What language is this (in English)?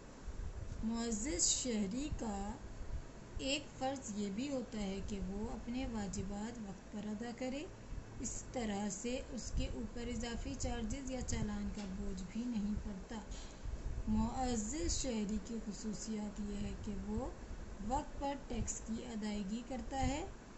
Urdu